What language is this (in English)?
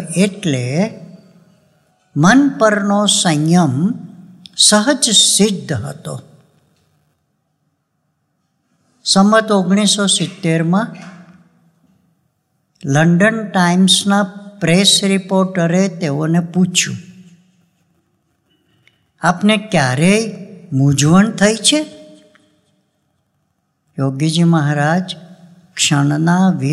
Gujarati